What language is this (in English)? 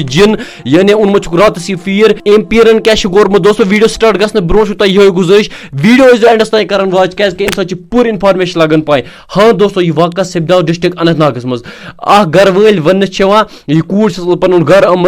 Kashmiri